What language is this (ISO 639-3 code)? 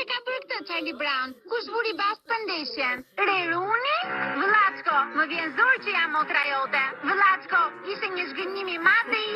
sqi